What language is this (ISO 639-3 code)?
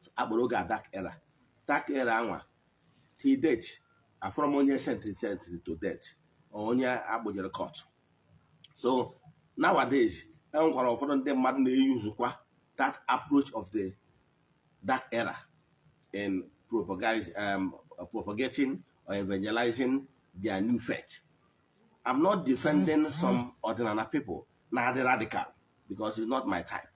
ibo